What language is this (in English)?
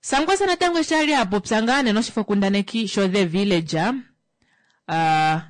Kuanyama